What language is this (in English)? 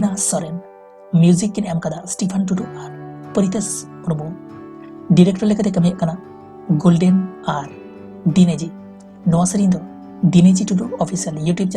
Santali